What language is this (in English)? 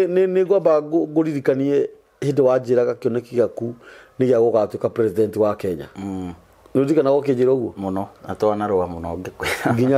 Kikuyu